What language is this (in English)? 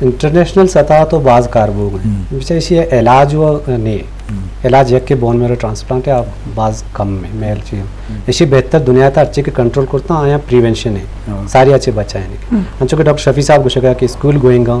Eastern Balochi